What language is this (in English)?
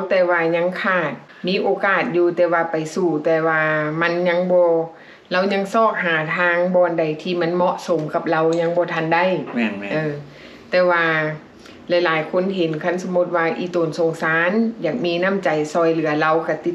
Lao